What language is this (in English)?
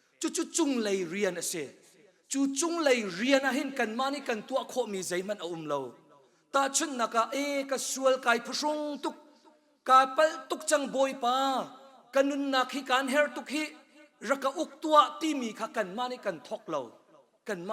Hakha Chin